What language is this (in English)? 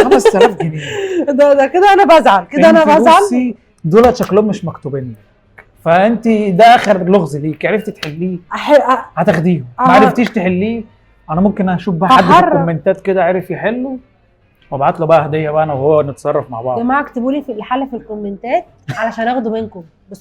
Egyptian Arabic